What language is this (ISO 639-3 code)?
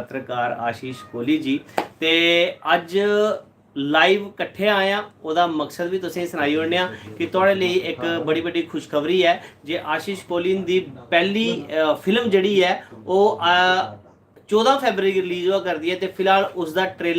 doi